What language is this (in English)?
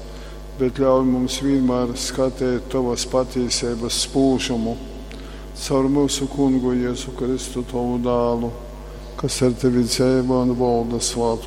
Latgalian